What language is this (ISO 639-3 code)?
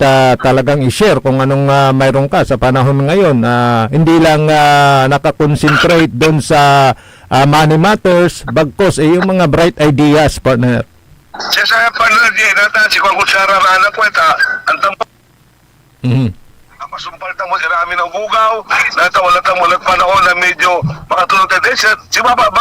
pag